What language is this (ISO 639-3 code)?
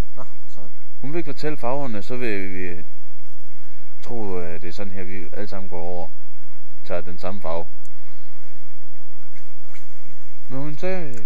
dan